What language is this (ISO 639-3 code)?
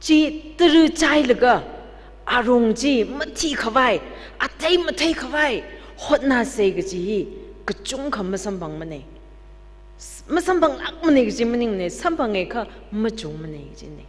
nmf